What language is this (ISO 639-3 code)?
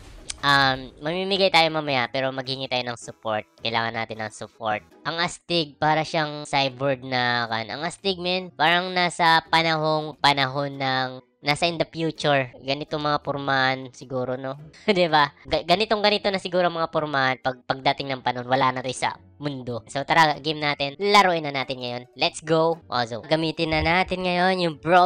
fil